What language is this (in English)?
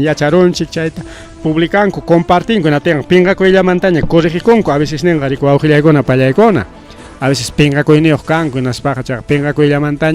Ayacucho Quechua